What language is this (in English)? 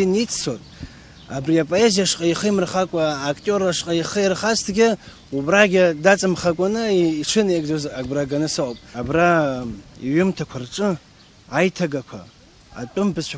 Abkhazian